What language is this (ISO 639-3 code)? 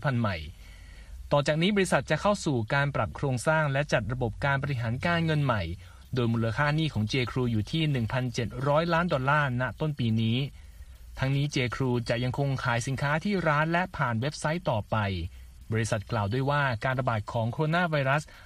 tha